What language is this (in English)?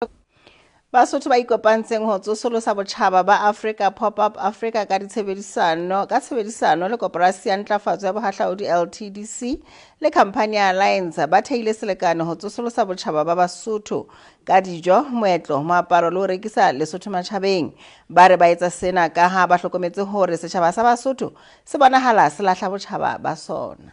Southern Sotho